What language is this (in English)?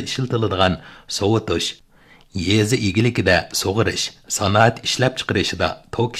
Uyghur